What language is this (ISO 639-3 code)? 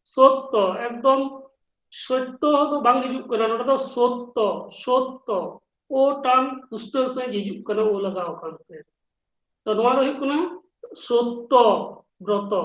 sat